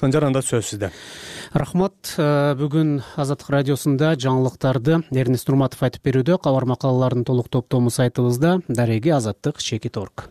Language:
Kyrgyz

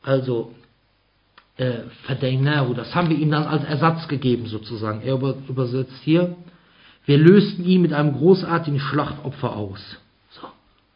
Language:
German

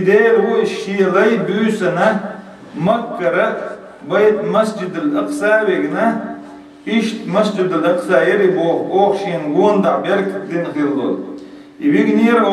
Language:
Chechen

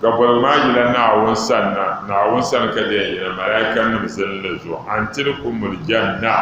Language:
Dagbani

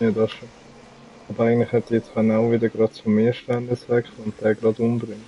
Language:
Swiss German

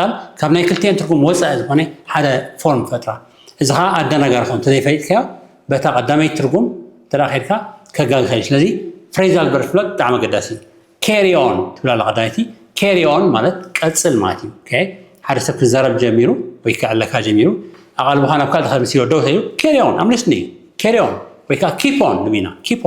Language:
Tigrinya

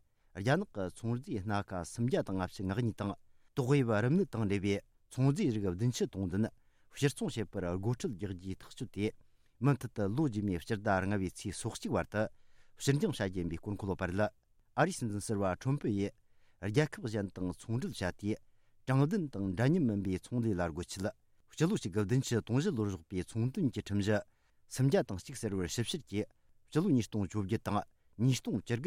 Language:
Tibetan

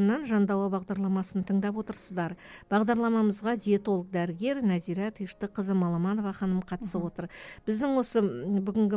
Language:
Kazakh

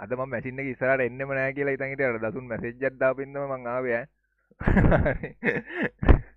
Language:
Sinhala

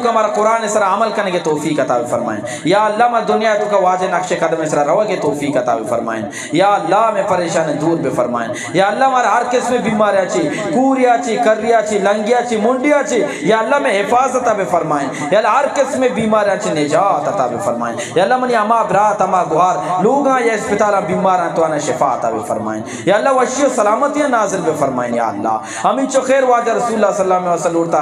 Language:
Eastern Balochi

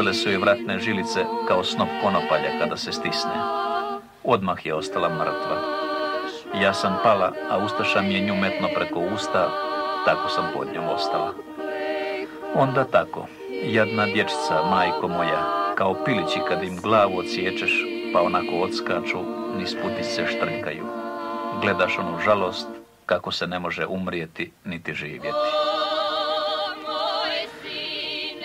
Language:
Croatian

